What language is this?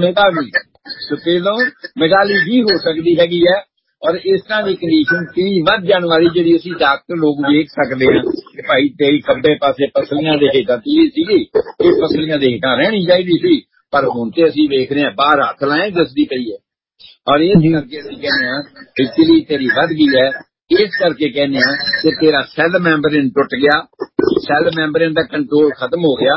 Punjabi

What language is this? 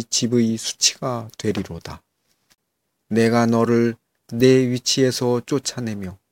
Korean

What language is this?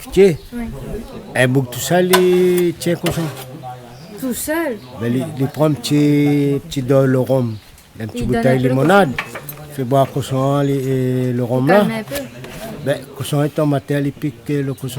Réunion Creole French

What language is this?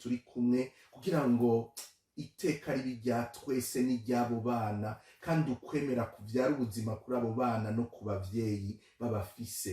Rundi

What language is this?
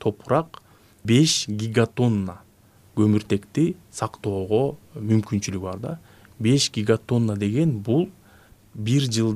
Kyrgyz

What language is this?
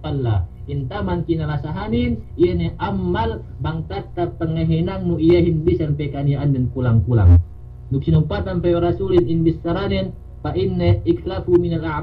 Yakan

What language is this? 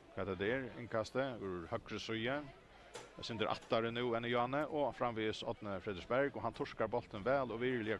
Faroese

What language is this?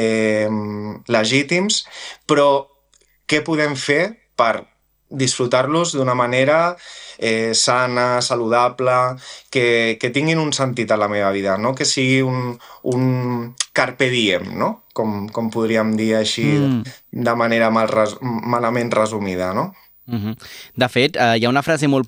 Catalan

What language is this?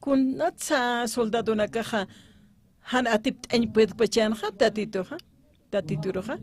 Aymara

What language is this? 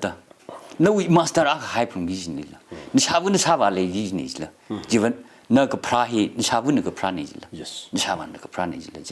Tangkhul Naga (India)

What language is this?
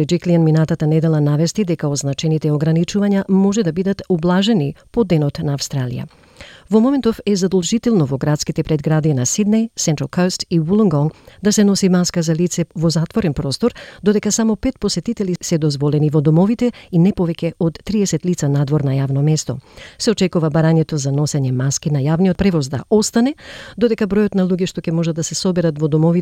Macedonian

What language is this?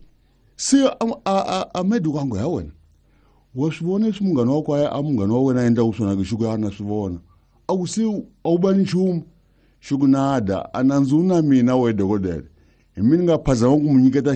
Tsonga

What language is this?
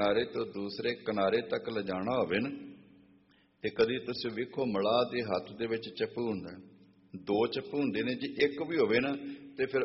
Punjabi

